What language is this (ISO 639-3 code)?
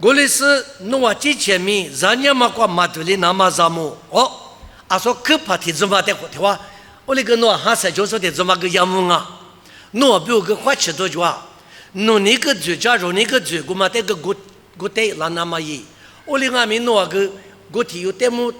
lis